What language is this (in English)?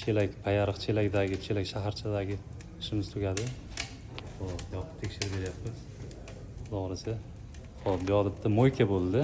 Uzbek